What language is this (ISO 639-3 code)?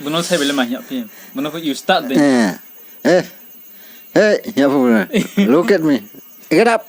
ria